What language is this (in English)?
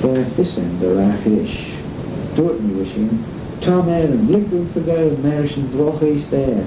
Manx